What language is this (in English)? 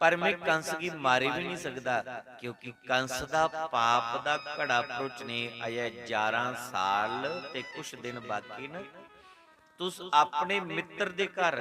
Dogri